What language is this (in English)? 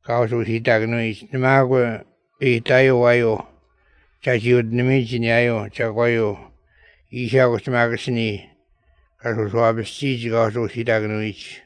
Latvian